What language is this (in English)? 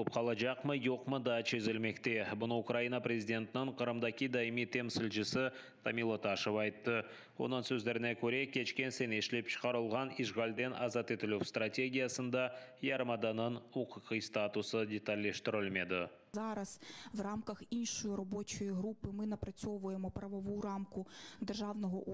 Crimean Tatar